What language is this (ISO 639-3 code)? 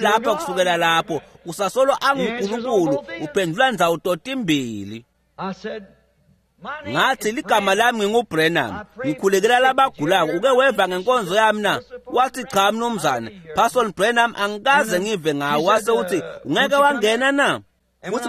ssw